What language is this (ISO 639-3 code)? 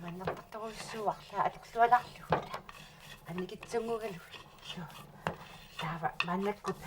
kal